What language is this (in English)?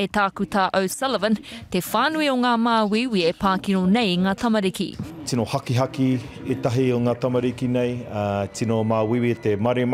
Māori